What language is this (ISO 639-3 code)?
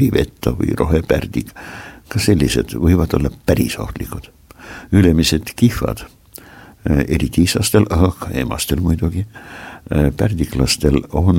est